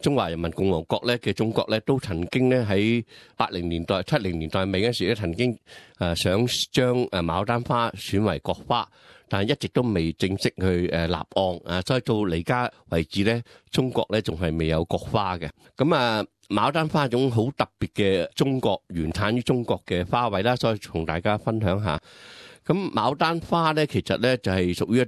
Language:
Cantonese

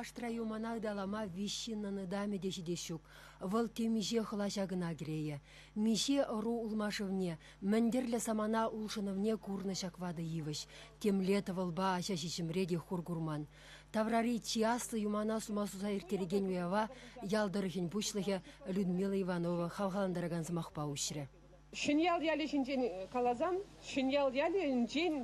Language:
Chuvash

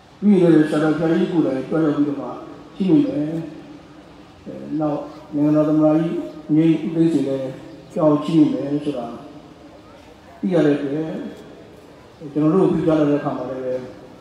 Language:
Burmese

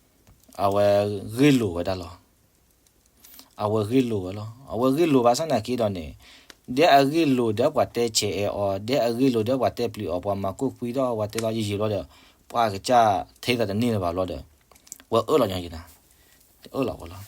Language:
S'gaw Karen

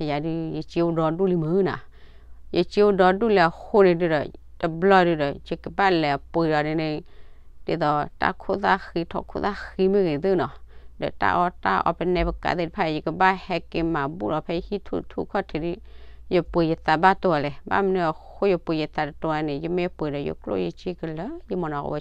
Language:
S'gaw Karen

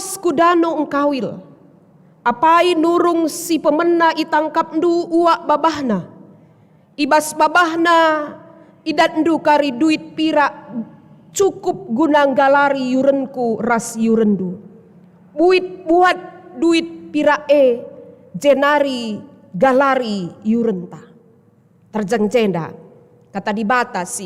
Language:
Batak Karo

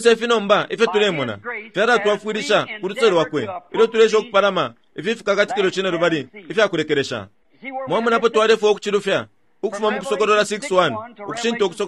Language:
Bemba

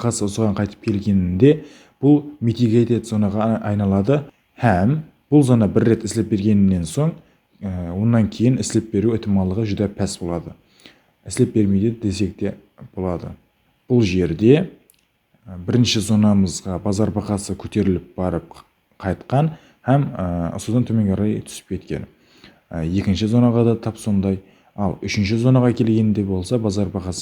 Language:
Kara-Kalpak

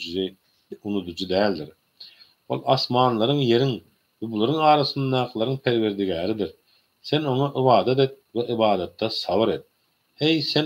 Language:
Turkmen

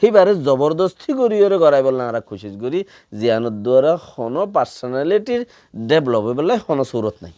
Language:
Rohingya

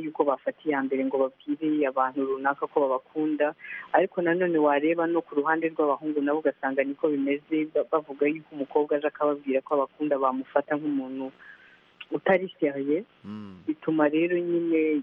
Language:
Kinyarwanda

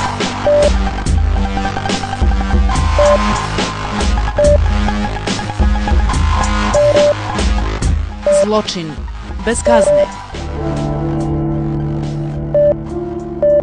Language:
Bosnian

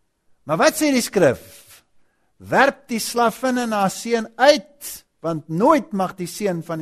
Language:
Afrikaans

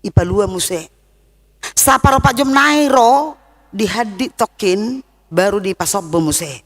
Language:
Batak Toba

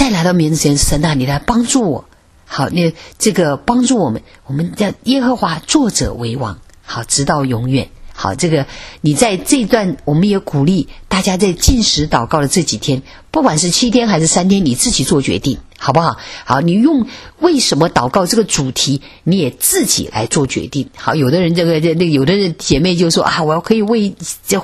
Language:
Chinese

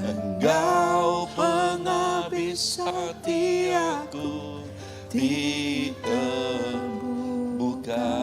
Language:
Iban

